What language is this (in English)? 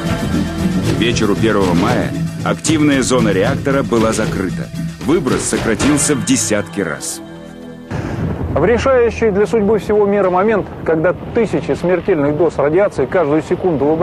Russian